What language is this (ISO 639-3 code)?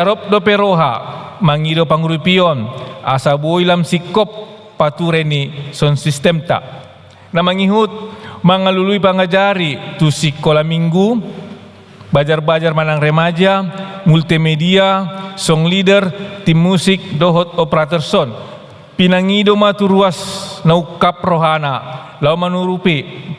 bbc